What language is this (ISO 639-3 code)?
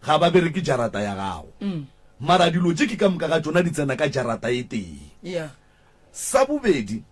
nso